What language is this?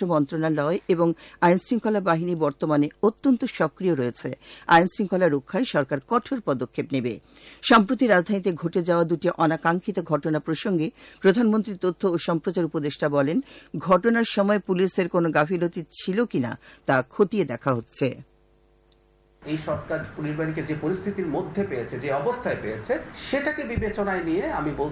Bangla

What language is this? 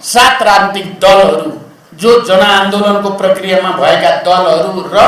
Nepali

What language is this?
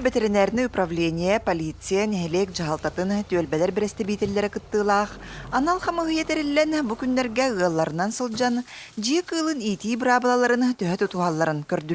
Yakut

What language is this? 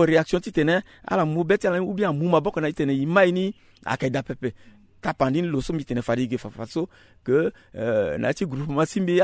Sango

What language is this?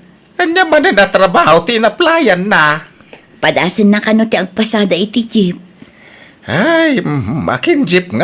Iloko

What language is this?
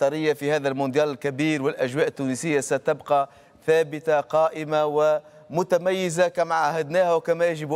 Tunisian Arabic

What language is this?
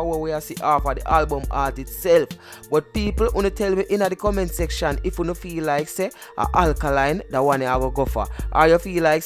Jamaican Creole English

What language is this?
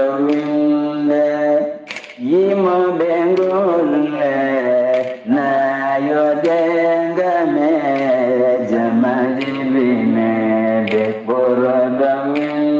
Fula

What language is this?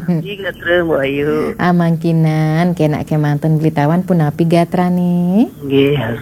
Balinese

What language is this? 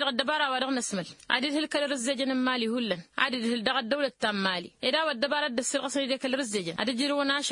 Tamasheq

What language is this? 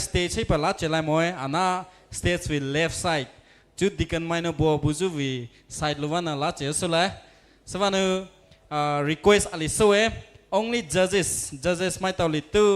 Poumei Naga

